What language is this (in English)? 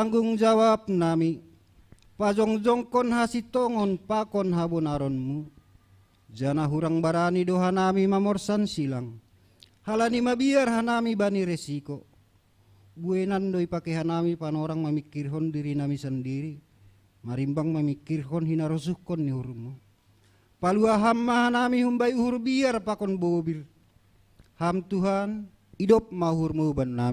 Batak Simalungun